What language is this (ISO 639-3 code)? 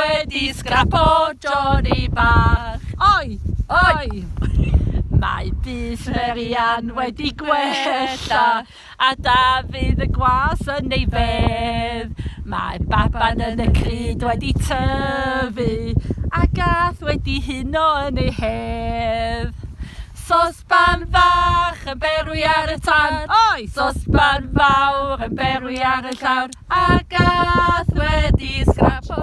cym